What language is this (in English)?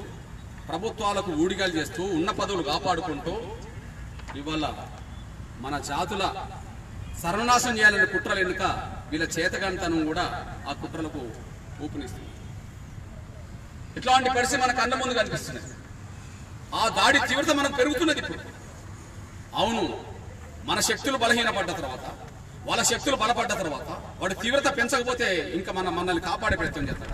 Telugu